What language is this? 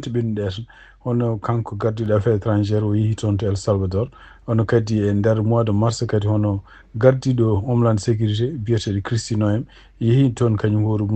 Fula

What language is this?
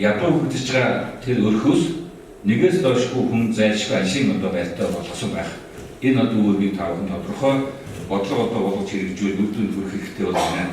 Mongolian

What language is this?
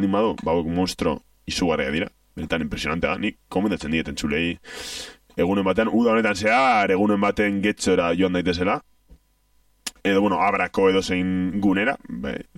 Basque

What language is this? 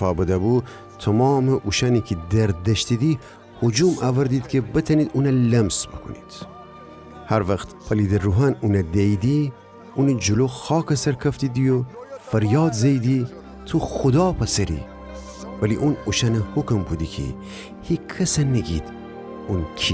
Gilaki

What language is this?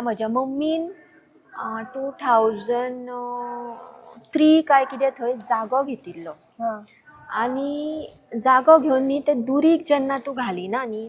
Konkani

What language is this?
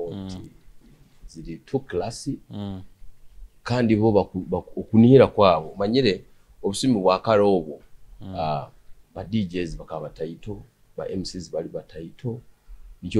Tooro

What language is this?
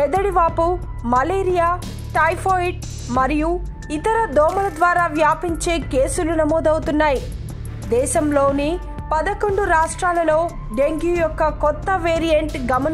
Telugu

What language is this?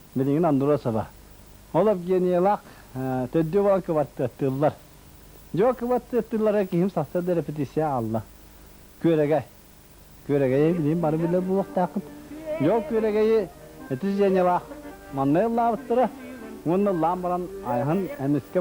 Yakut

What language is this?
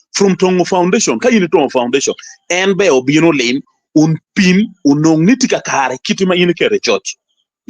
Acoli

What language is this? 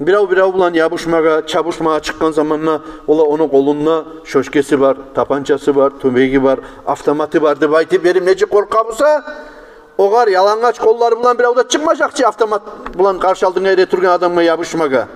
Kumyk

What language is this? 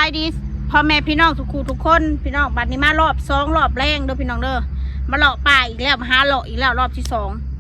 Northeastern Thai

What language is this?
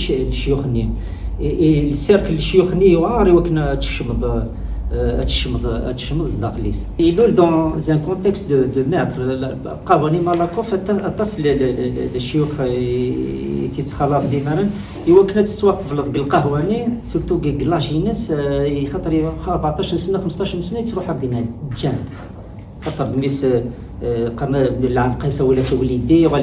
Kabyle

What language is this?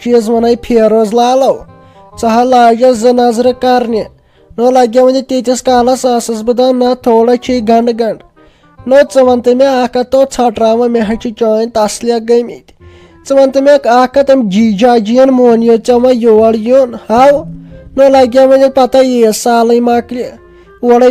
Kashmiri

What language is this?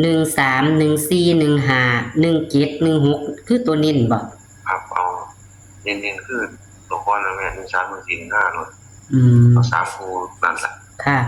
Northeastern Thai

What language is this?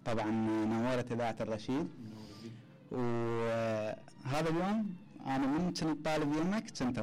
Mesopotamian Arabic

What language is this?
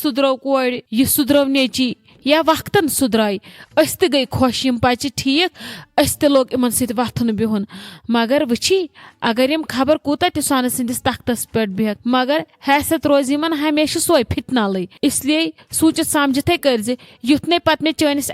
Kashmiri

